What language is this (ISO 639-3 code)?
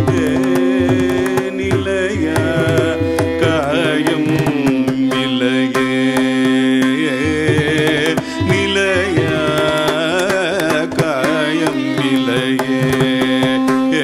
tam